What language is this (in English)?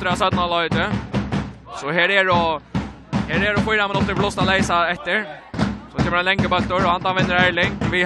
Faroese